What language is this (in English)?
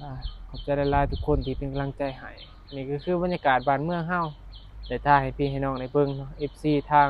Northeastern Thai